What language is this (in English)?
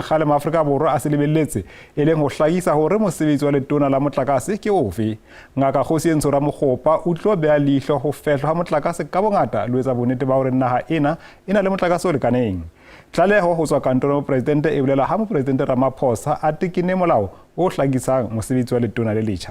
Southern Sotho